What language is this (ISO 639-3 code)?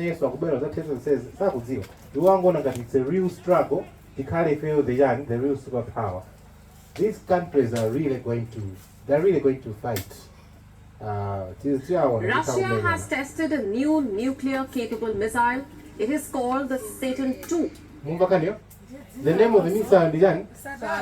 nya